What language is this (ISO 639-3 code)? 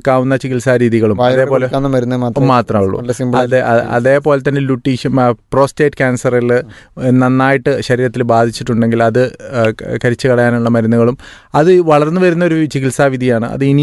mal